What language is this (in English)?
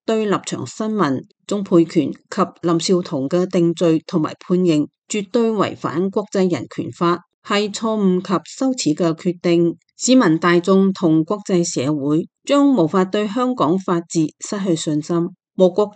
Cantonese